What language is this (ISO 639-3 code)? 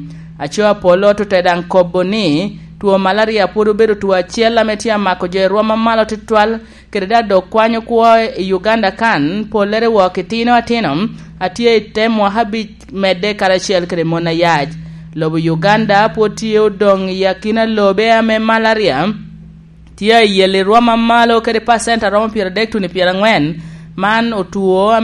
laj